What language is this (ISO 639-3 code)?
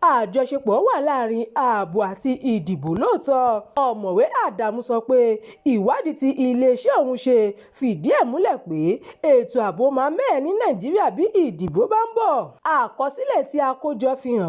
yor